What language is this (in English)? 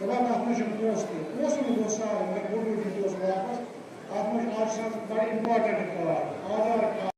Kashmiri